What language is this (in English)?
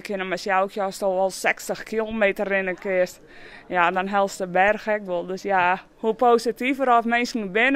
Western Frisian